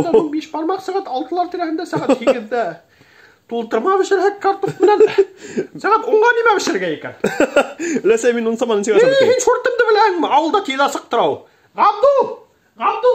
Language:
Bashkir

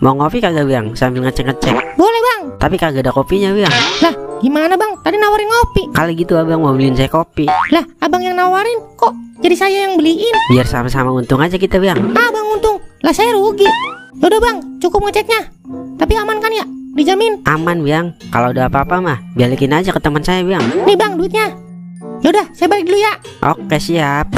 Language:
Betawi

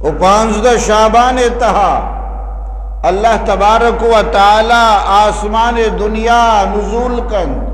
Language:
Eastern Balochi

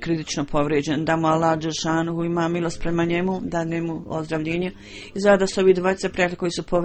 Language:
Bosnian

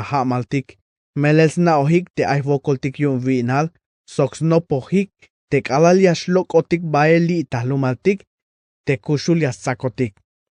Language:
Tzeltal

